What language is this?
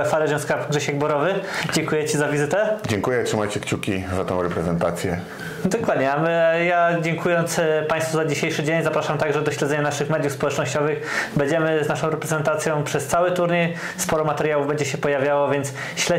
Polish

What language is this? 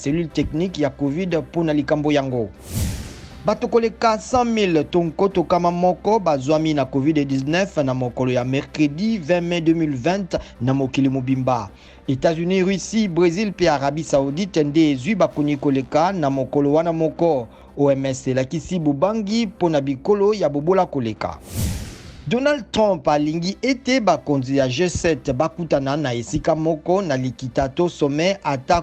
Lingala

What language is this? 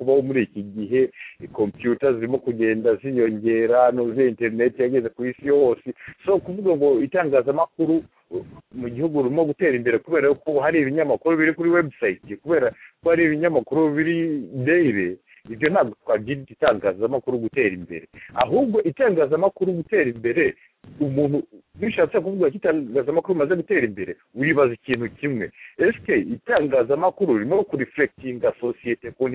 Kinyarwanda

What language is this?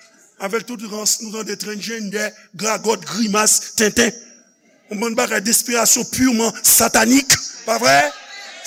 Haitian Creole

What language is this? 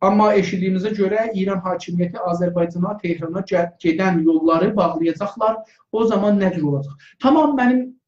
South Azerbaijani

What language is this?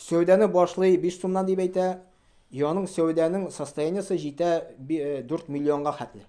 Tatar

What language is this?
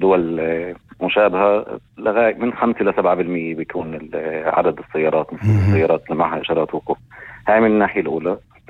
North Levantine Arabic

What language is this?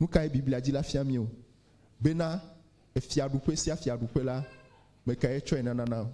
Ewe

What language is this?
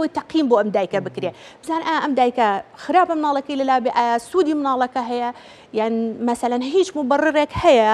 Central Kurdish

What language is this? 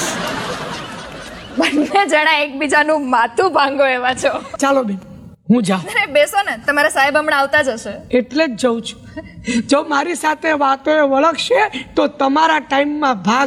Gujarati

